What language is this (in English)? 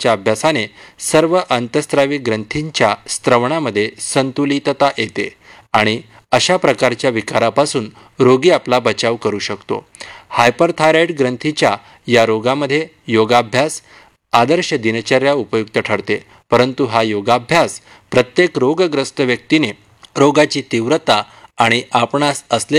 Marathi